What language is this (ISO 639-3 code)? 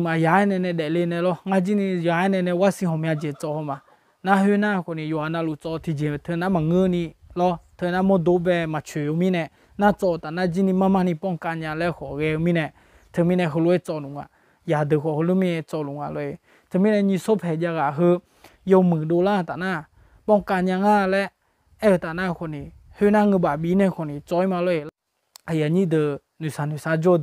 ahk